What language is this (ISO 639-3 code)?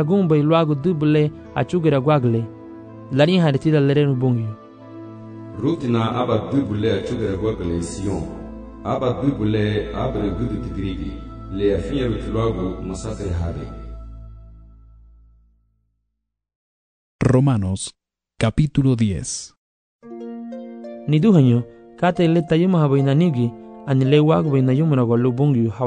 cab